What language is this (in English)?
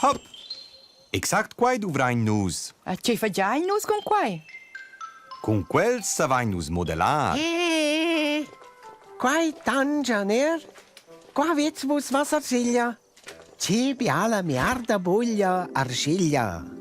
Romansh